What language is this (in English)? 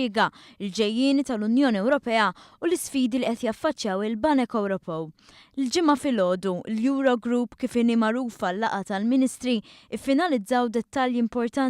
Maltese